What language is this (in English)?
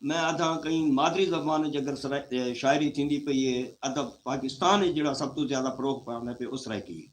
Saraiki